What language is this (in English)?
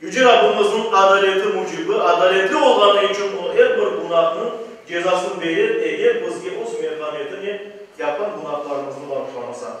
Crimean Tatar